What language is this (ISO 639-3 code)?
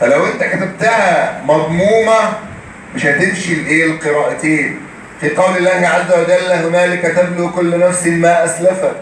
arz